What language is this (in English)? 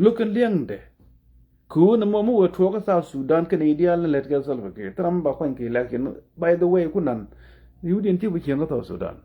Nuer